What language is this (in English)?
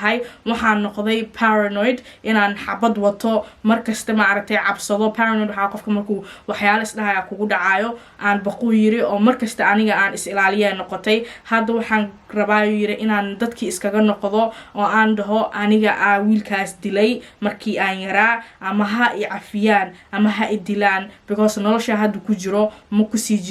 Somali